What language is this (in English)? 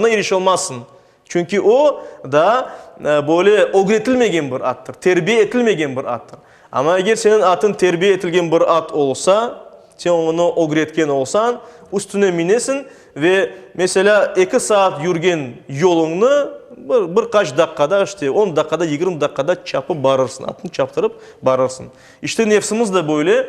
Crimean Tatar